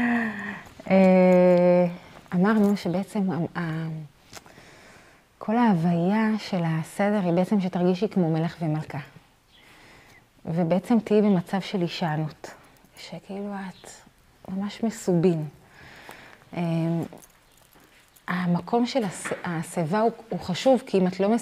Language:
Hebrew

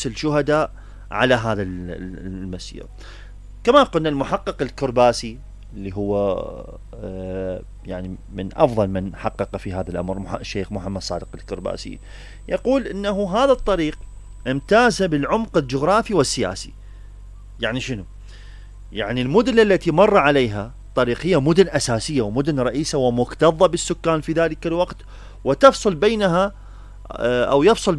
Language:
Mesopotamian Arabic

